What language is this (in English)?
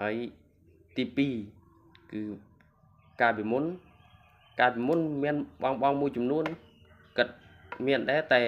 Khmer